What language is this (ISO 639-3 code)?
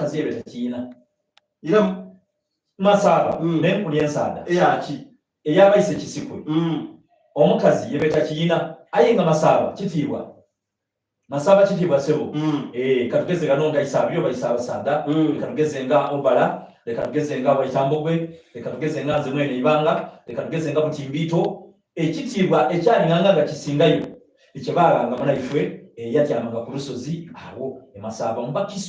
xog